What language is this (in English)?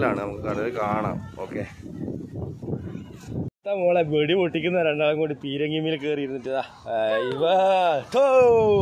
Malayalam